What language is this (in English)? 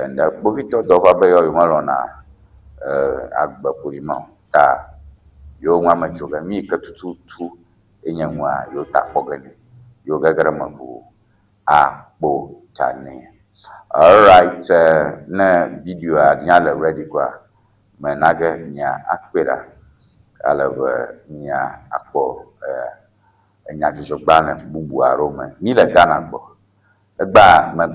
Ewe